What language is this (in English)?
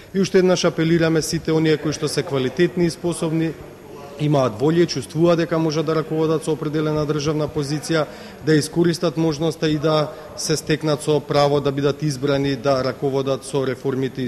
Macedonian